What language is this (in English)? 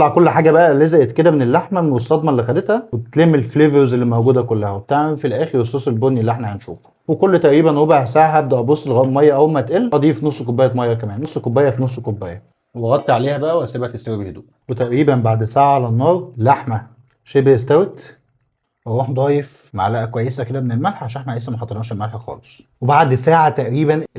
Egyptian Arabic